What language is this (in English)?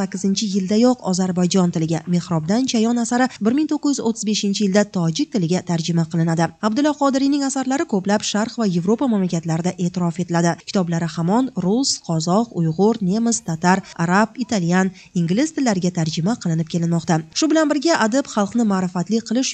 Uzbek